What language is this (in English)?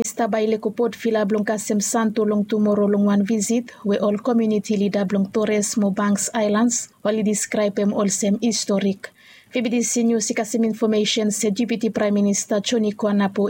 Bislama